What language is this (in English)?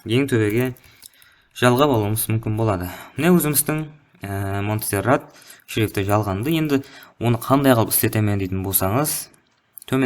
Kara-Kalpak